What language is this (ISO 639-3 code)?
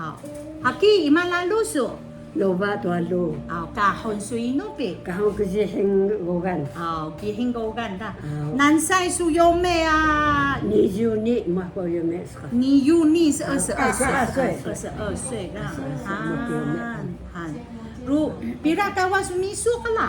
tay